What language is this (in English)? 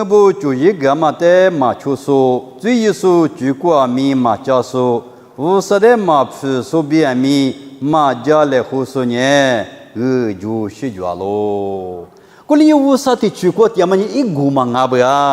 Lisu